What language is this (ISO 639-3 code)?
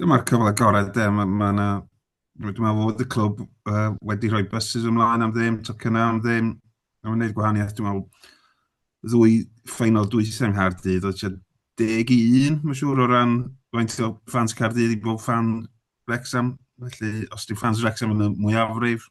cym